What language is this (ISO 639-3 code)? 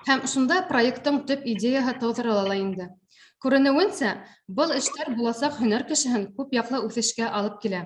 bak